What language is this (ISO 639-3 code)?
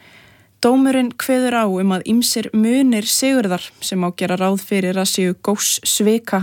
isl